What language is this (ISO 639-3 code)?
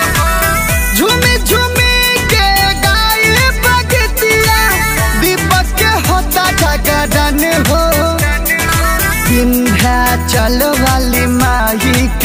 bho